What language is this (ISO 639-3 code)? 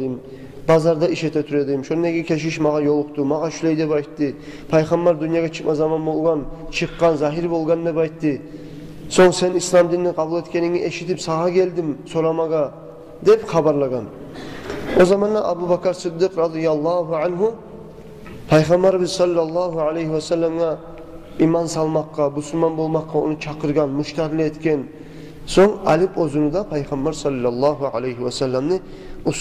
kum